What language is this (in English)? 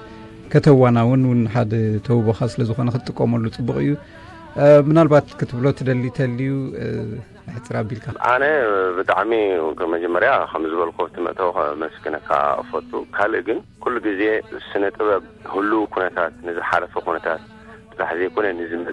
Tigrinya